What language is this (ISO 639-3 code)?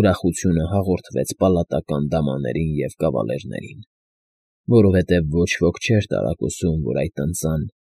hye